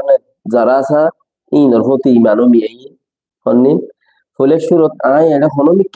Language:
Rohingya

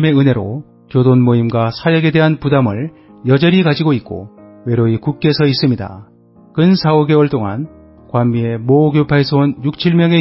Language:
Korean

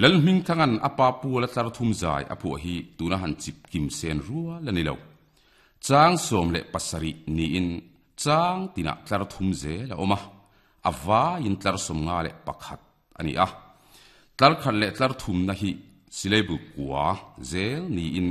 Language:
Mizo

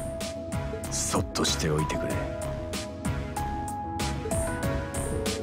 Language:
Japanese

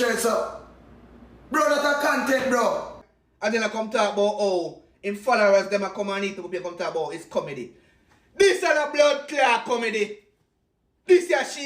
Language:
Jamaican Creole English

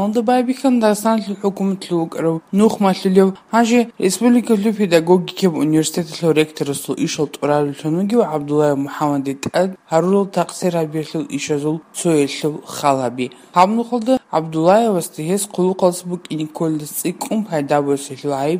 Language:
Avaric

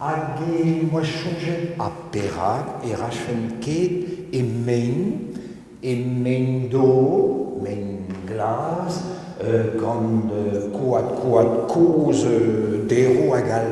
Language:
Breton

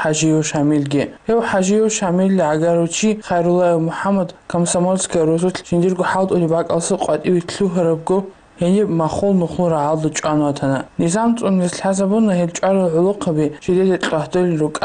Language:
Avaric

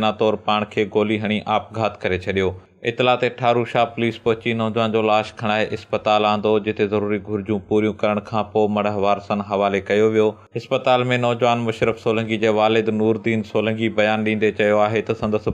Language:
Sindhi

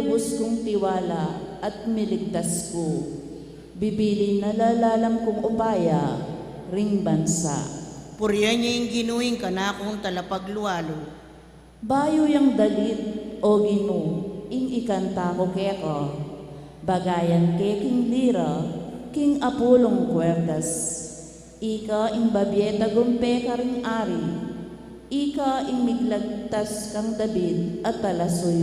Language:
Pampanga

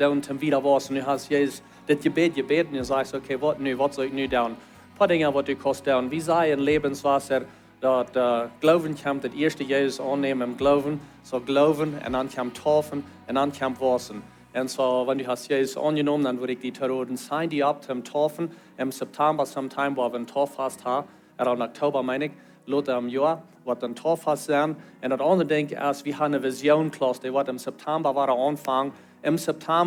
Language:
Plautdietsch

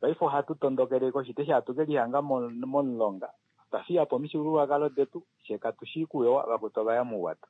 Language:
Kuanyama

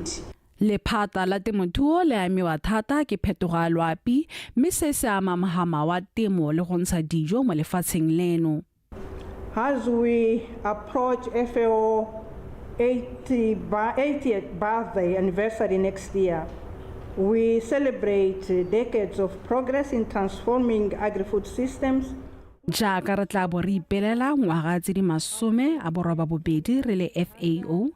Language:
Tswana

